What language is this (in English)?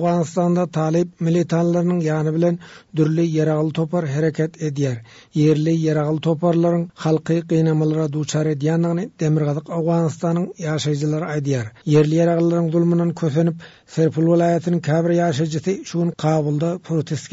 Turkmen